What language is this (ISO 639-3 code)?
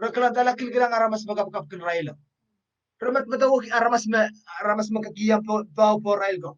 pon